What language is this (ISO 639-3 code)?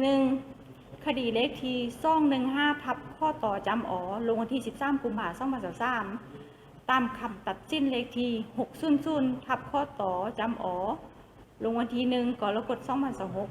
lao